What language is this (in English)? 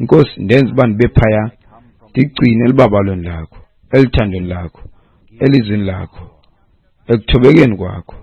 Xhosa